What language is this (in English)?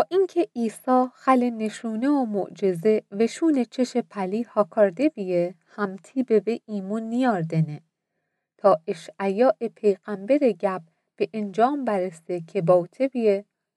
Mazanderani